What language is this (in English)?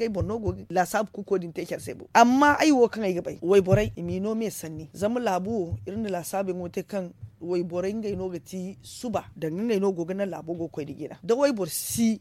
Zarma